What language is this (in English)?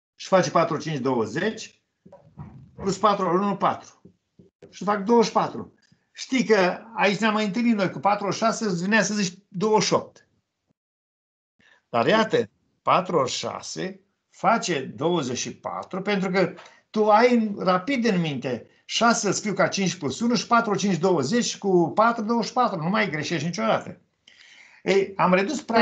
Romanian